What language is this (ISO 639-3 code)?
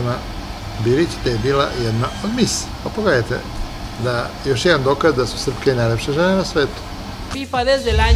srp